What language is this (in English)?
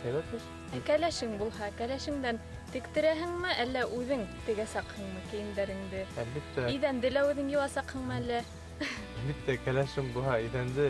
Bashkir